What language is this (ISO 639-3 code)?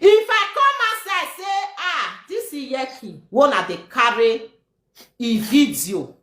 pcm